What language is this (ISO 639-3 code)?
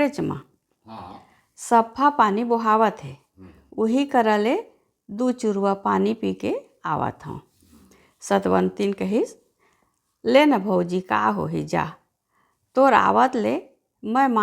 hne